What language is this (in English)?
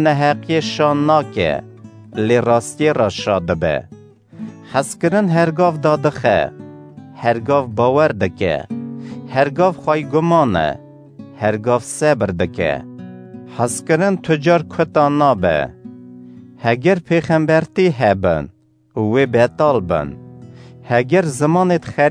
Kurdish